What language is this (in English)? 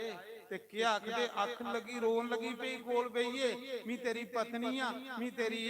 Dogri